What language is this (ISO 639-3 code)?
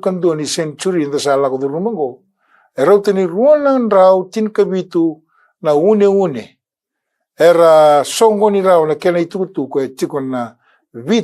fij